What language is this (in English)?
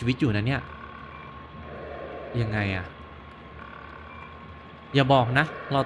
Thai